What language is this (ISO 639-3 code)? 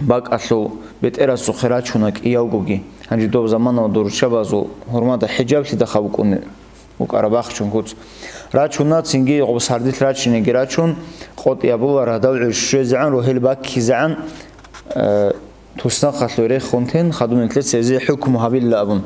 ava